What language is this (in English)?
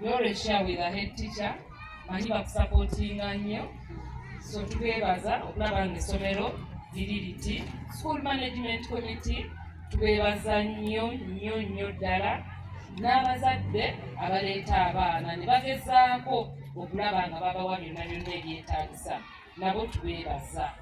Ganda